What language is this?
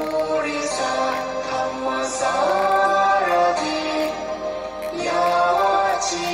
Thai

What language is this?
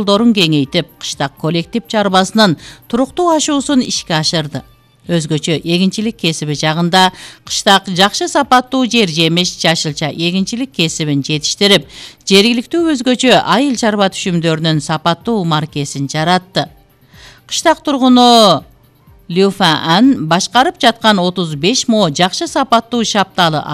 Kyrgyz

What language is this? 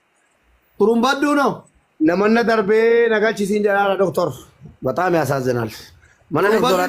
Oromo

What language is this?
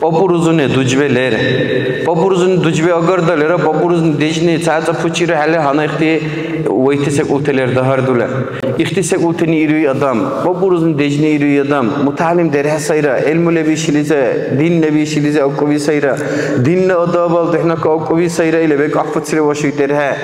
Dargwa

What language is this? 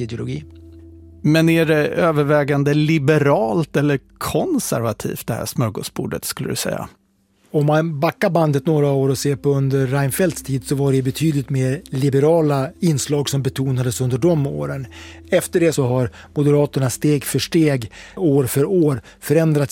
Swedish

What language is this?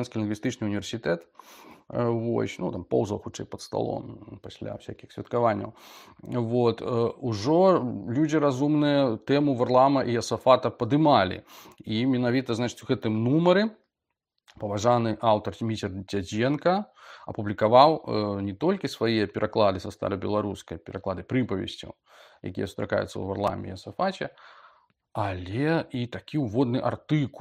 Belarusian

